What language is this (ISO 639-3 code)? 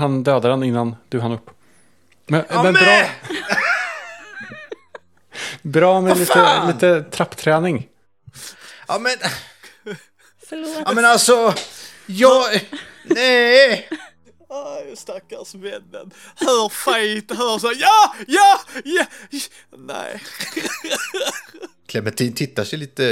swe